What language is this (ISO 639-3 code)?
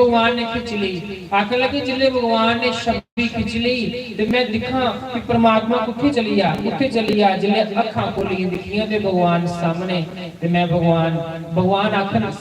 doi